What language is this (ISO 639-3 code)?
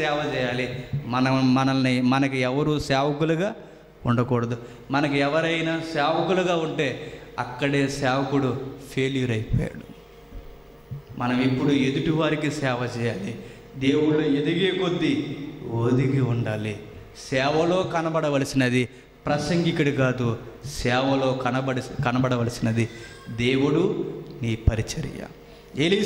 tel